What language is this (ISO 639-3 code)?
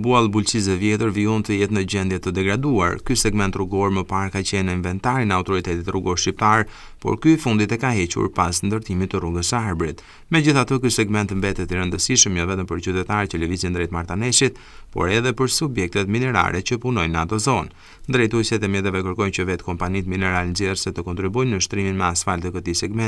sqi